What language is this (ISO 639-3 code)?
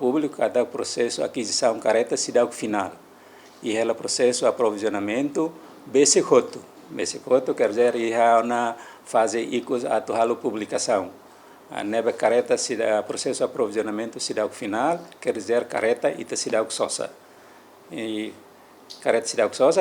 tet